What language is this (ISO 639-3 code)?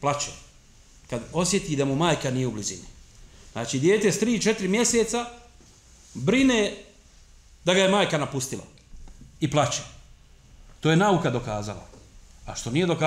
bos